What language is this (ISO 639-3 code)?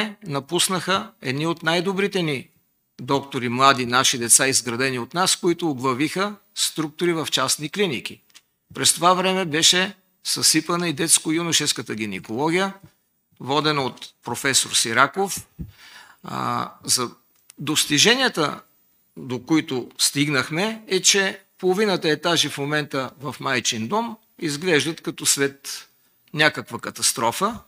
bul